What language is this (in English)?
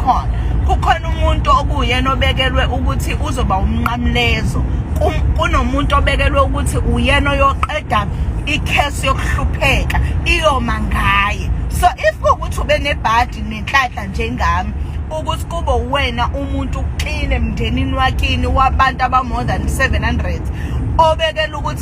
Zulu